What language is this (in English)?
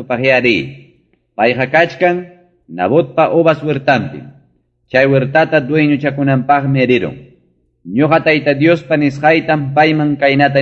Ayacucho Quechua